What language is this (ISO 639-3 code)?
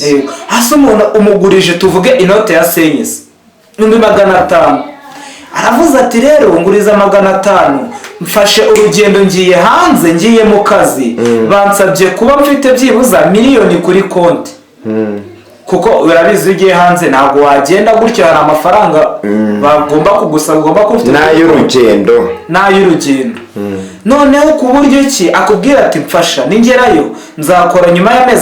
kin